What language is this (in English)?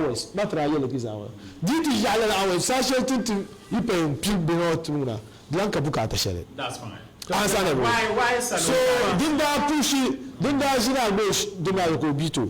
Dagbani